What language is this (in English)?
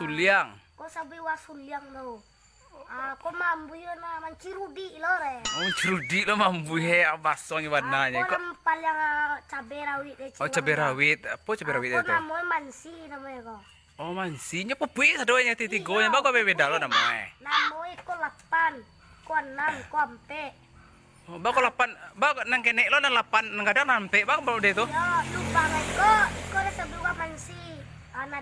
Minangkabau